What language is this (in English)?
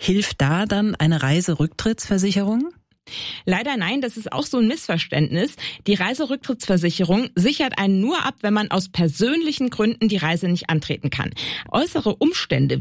German